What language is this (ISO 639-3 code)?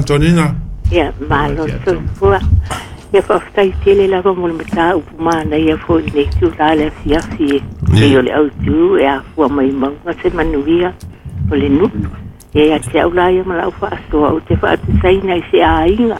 smo